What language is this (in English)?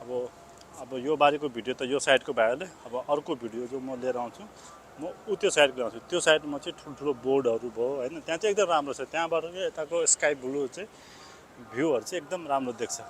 Nepali